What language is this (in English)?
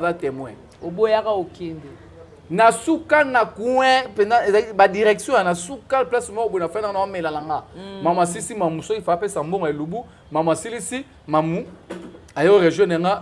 Lingala